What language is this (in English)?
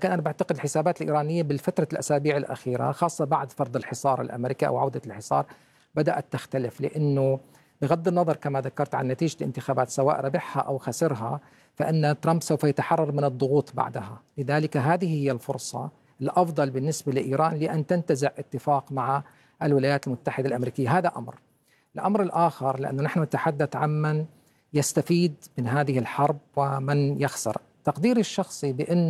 Arabic